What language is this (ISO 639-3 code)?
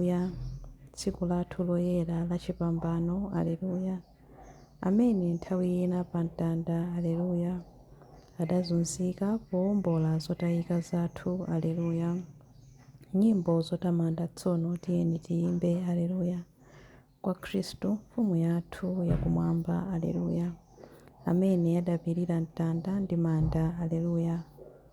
nya